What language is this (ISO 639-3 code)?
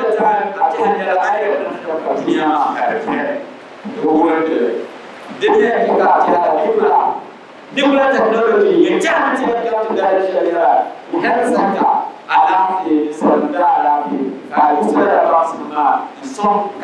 dag